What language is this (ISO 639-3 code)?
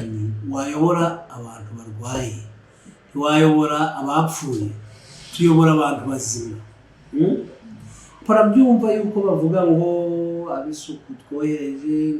nyn